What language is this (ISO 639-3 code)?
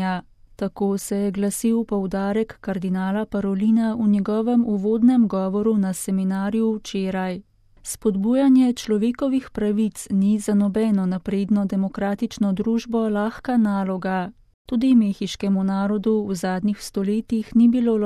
slv